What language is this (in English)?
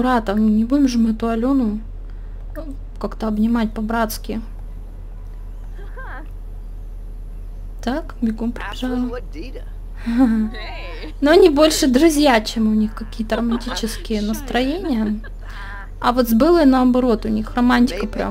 Russian